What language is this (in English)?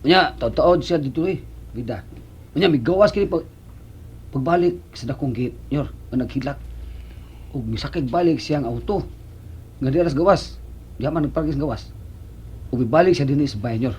Cebuano